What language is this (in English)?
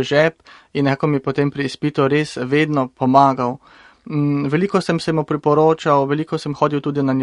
Slovenian